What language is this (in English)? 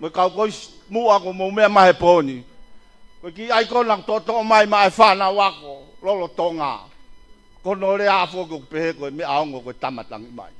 Tongan